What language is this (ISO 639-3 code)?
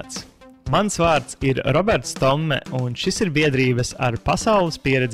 lav